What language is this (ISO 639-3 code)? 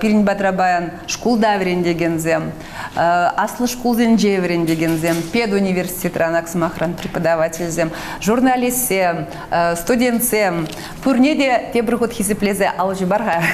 chv